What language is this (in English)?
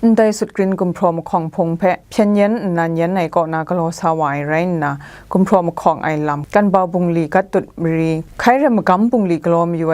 Kachin